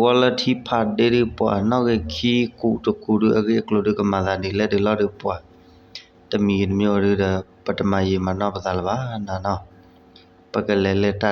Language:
S'gaw Karen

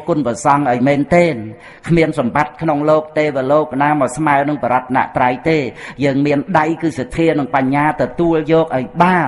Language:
Khmer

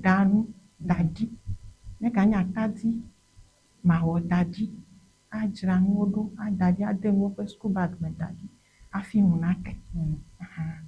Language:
Ewe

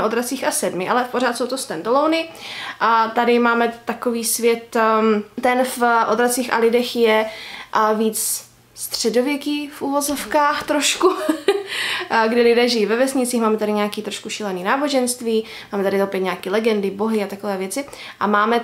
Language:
Czech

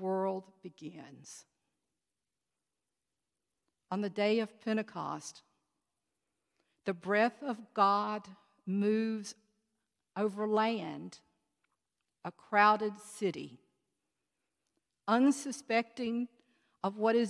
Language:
English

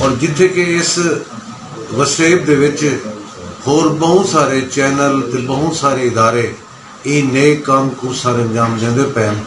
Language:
Saraiki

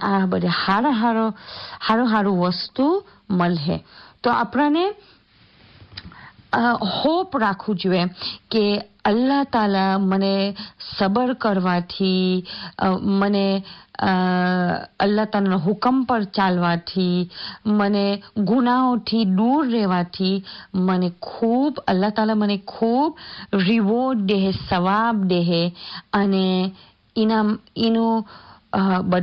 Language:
Gujarati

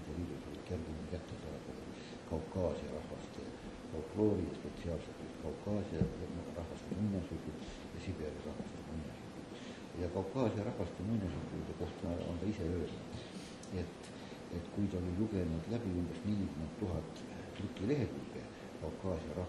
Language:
Estonian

